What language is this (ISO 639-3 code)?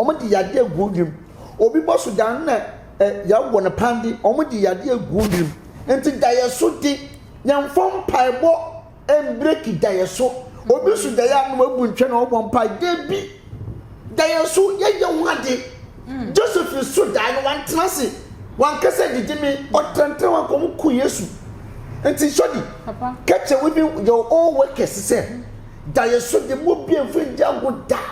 aka